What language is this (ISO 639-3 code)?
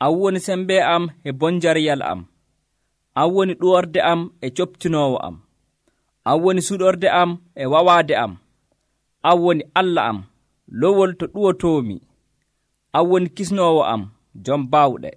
fuv